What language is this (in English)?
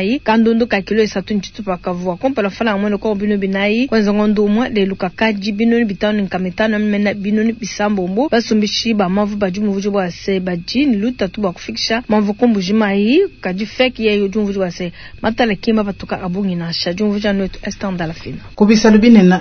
Luba-Lulua